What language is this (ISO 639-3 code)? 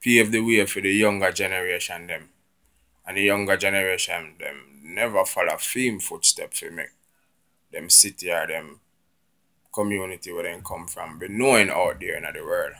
jam